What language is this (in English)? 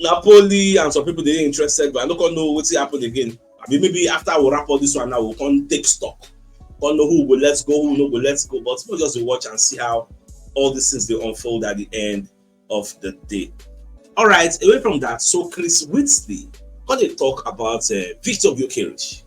Nigerian Pidgin